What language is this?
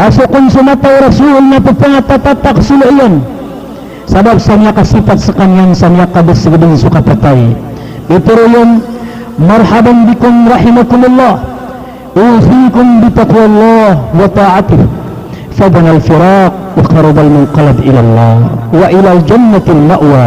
Maranao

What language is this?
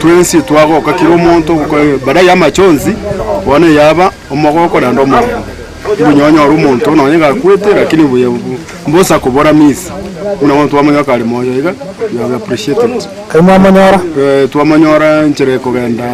Gusii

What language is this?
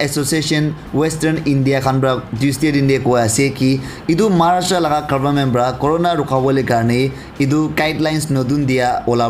Naga Pidgin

